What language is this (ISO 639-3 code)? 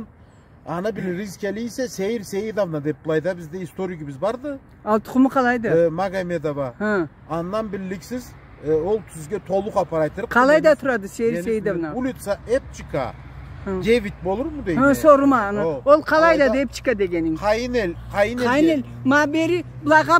krc